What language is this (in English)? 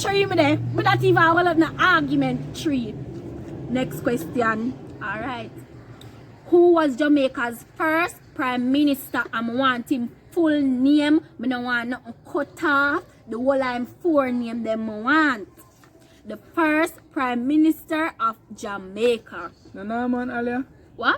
Jamaican Creole English